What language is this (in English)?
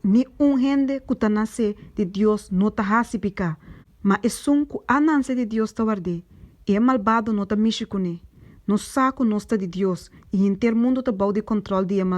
Papiamento